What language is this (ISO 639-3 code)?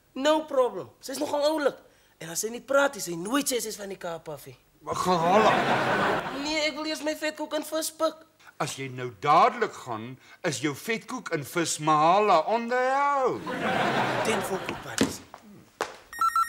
afr